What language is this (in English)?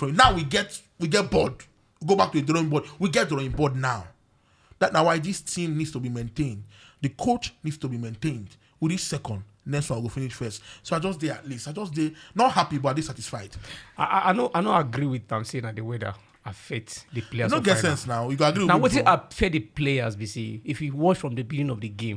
Nigerian Pidgin